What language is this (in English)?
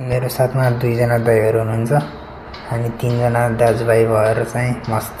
Nepali